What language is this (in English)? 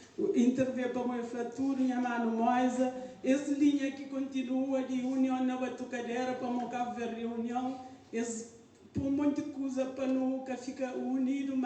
Kabuverdianu